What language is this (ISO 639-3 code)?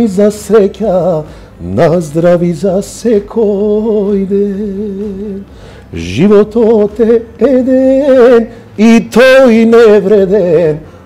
mkd